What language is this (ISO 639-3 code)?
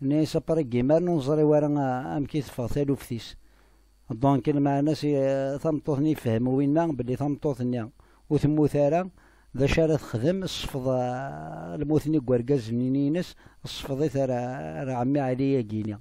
kab